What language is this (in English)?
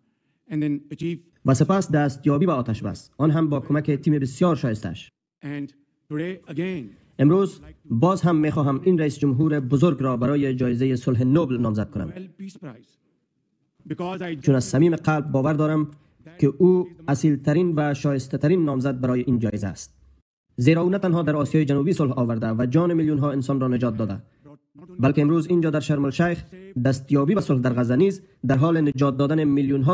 Persian